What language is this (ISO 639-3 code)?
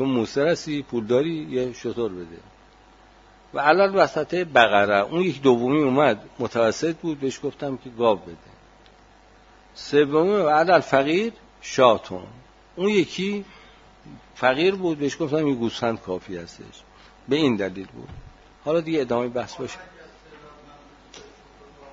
fas